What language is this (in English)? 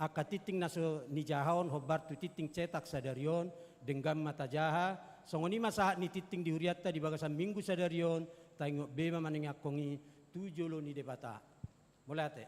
Batak Toba